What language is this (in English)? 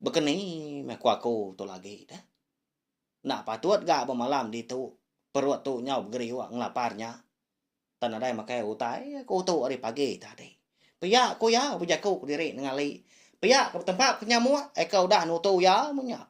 Iban